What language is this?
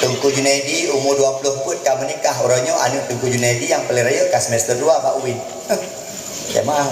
Achinese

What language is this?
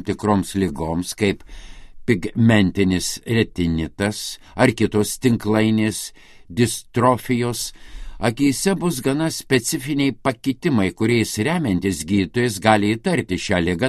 Lithuanian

